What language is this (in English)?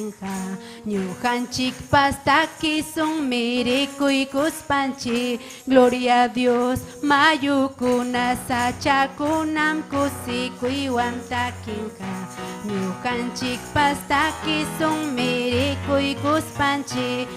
Ayacucho Quechua